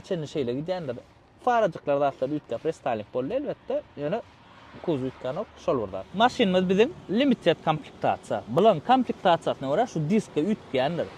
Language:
Turkmen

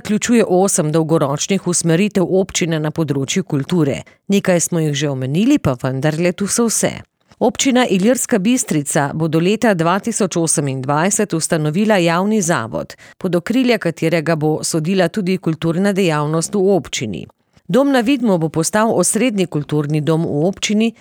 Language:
Slovenian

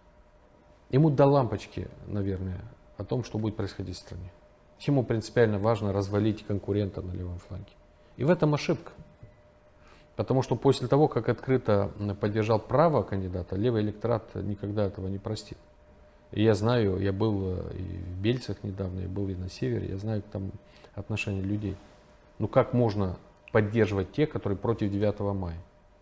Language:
Russian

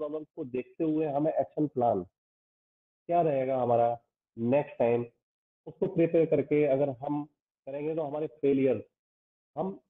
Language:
Hindi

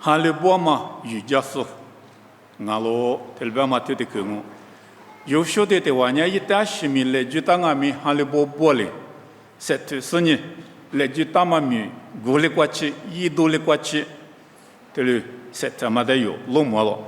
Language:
Lisu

